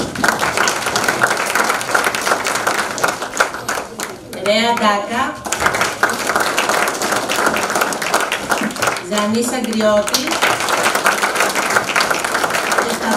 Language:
Greek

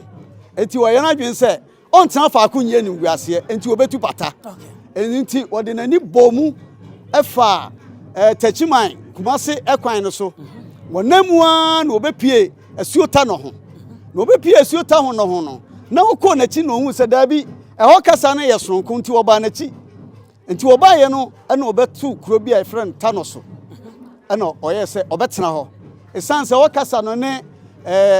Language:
Akan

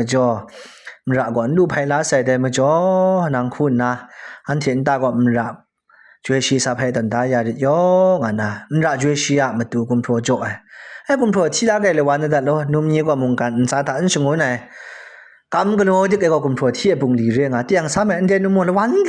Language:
Kachin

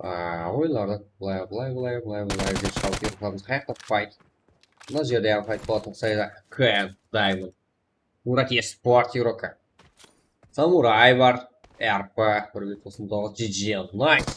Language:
Kara-Kalpak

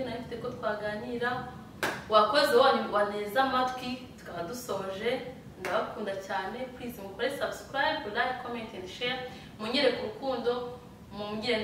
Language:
Kinyarwanda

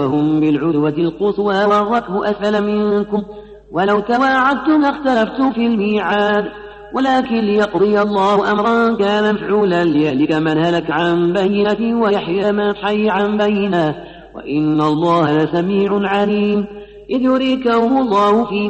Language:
Arabic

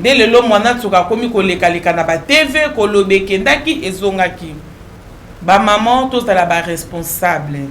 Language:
Lingala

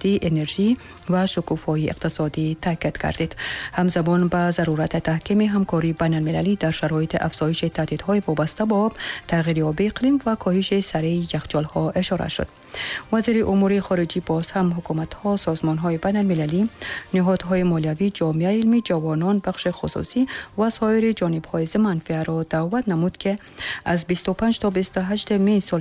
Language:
Tajik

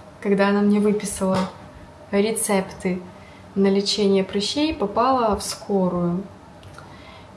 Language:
Russian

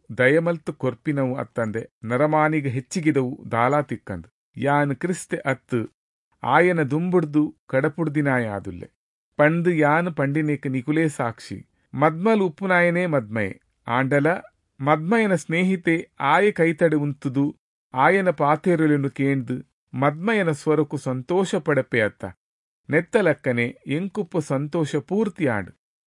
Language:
Tulu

